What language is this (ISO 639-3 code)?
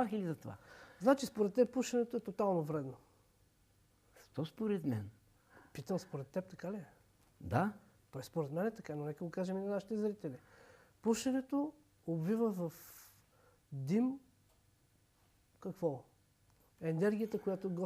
bul